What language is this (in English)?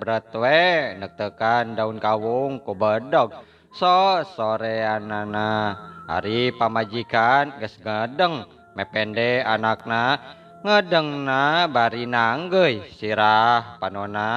Sundanese